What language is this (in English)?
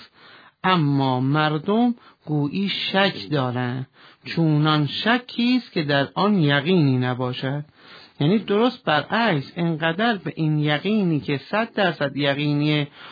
Persian